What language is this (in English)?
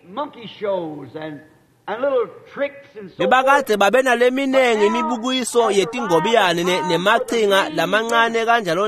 Swati